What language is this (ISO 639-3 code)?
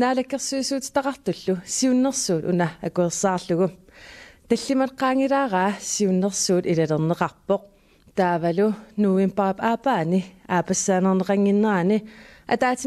kal